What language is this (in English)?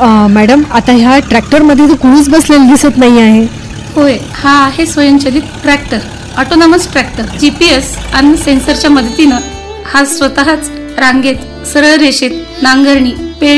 Marathi